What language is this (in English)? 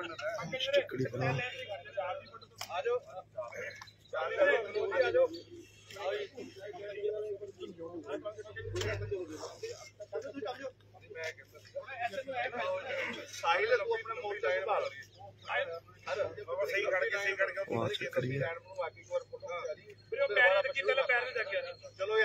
Punjabi